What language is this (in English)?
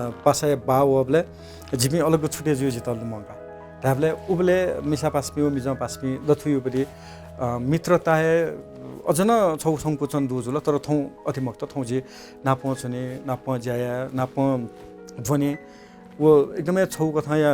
Newari